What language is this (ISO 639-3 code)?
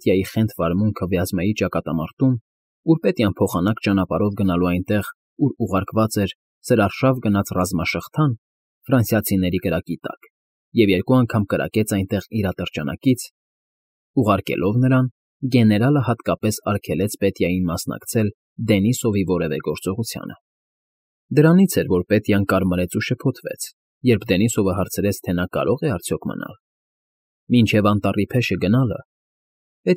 hye